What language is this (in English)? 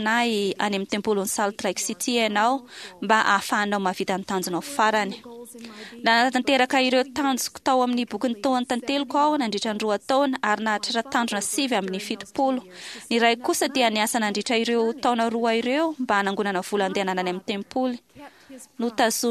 Malagasy